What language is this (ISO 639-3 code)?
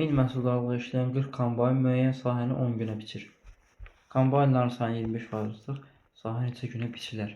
aze